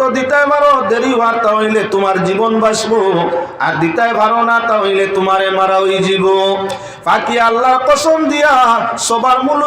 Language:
Sylheti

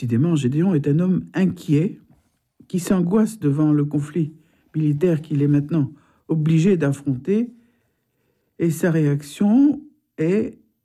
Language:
French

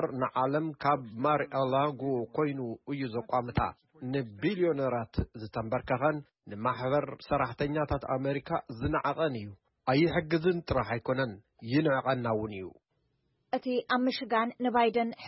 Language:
Tigrinya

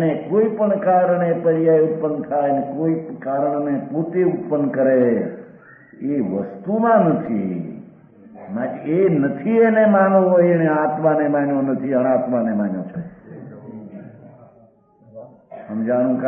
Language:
Gujarati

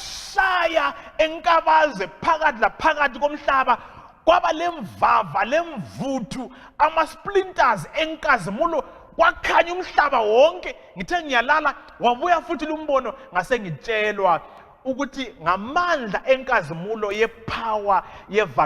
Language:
North Ndebele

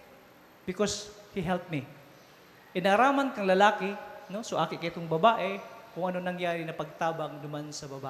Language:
Bikol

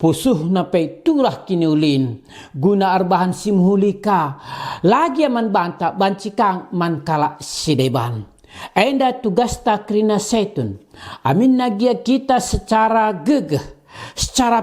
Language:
Batak Karo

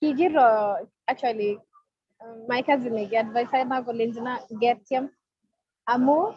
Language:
Kalenjin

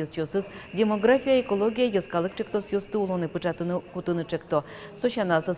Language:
Udmurt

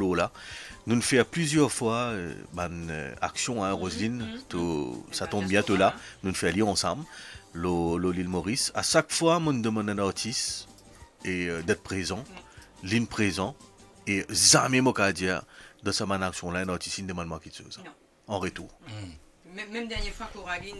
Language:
Morisyen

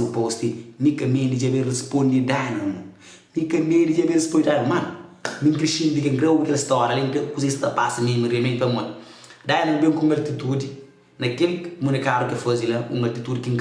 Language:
Kabuverdianu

